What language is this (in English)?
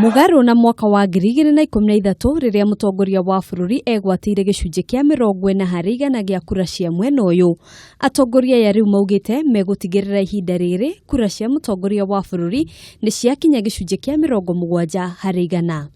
Kikuyu